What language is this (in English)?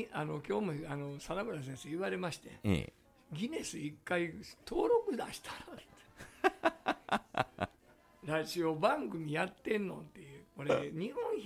Japanese